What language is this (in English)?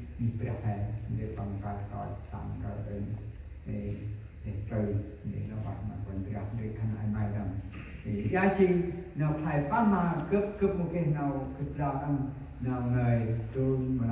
Central Mnong